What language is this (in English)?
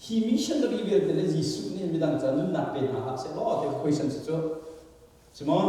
Hakha Chin